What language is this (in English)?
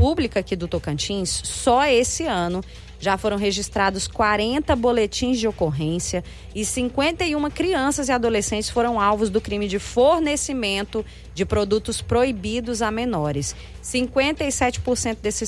Portuguese